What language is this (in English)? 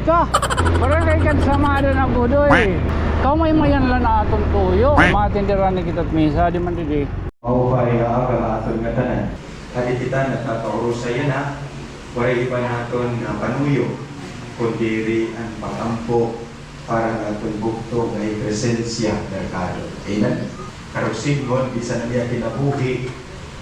Waray